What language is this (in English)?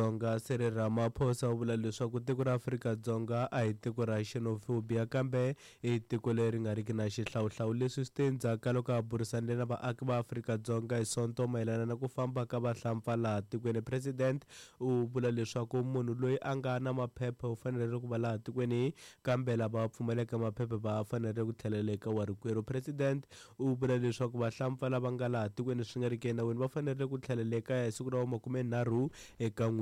Tsonga